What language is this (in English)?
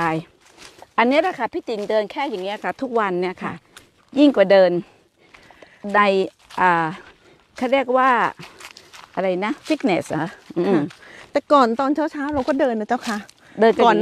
Thai